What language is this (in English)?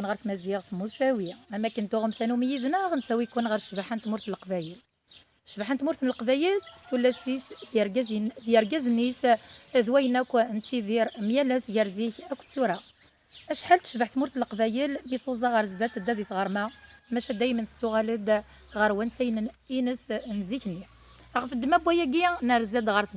Kabyle